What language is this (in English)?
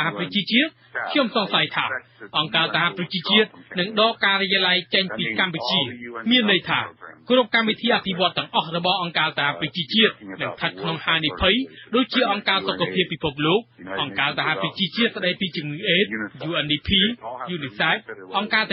Khmer